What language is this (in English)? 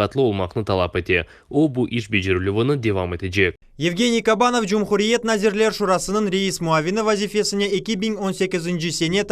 Crimean Tatar